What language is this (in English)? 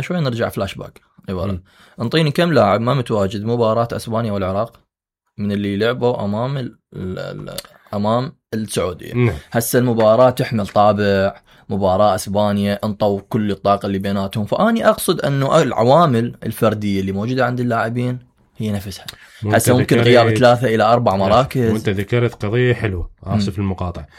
Mesopotamian Arabic